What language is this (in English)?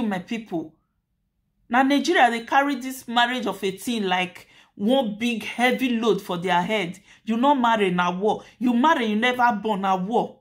Nigerian Pidgin